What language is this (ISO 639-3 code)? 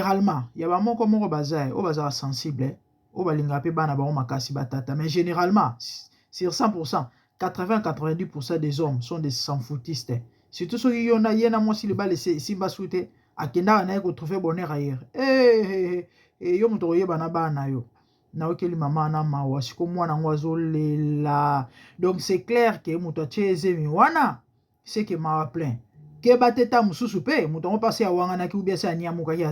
lin